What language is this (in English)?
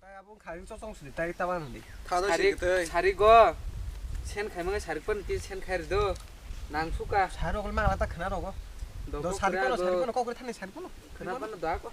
Kok Borok